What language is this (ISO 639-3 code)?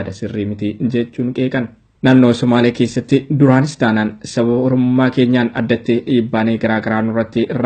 orm